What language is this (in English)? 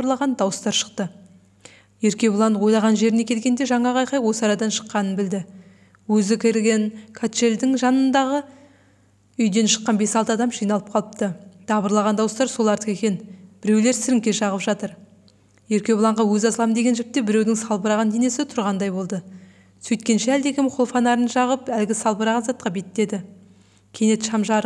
Kazakh